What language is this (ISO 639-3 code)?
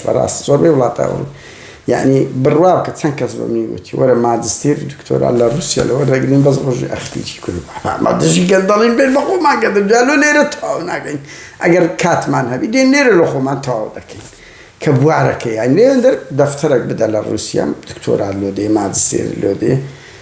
ckb